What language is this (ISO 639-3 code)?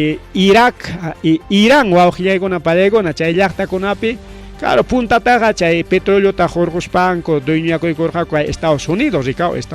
quy